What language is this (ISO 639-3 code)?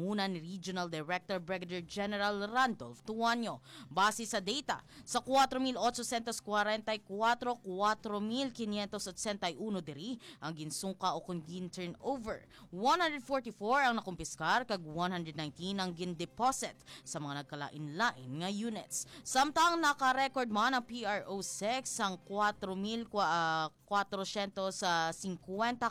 hil